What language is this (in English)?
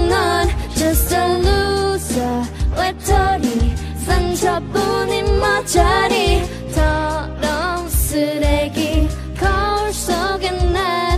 Korean